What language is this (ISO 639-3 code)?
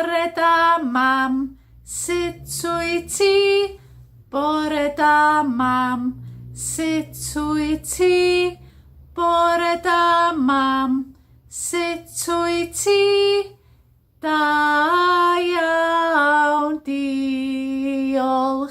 cym